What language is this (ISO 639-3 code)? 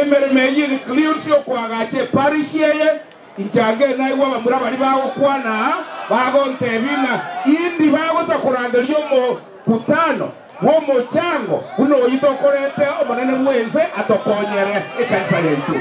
guz